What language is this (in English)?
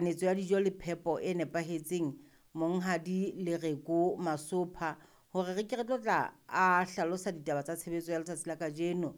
Southern Sotho